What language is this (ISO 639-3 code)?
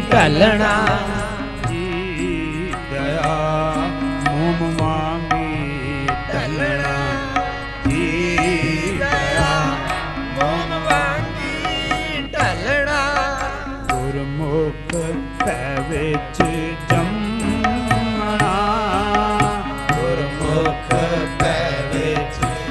pan